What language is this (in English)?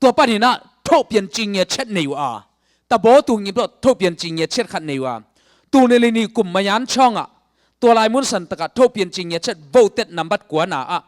Tedim Chin